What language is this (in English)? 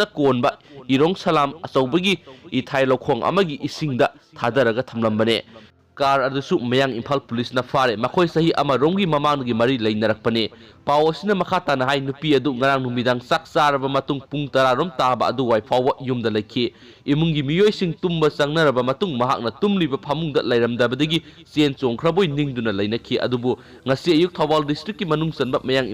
Manipuri